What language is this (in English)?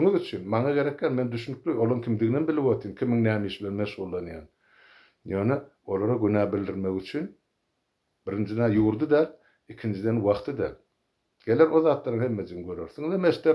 Turkmen